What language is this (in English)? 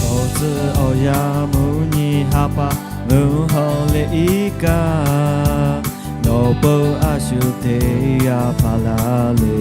Lahu